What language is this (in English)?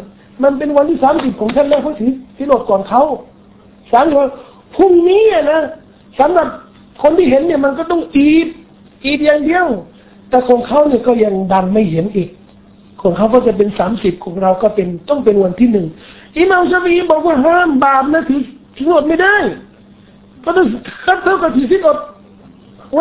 Thai